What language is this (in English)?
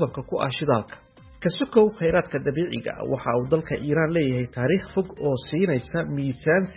Somali